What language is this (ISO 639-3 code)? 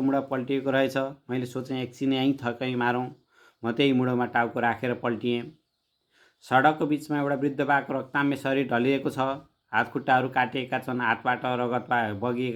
nep